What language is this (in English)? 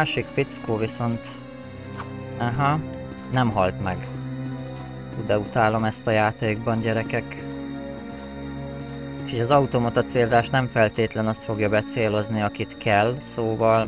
Hungarian